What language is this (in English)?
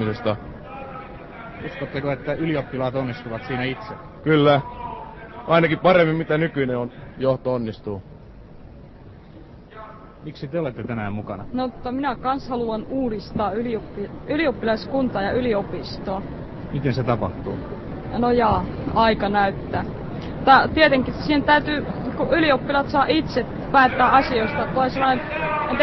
Finnish